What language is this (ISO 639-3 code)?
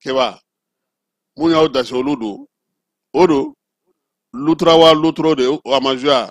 bam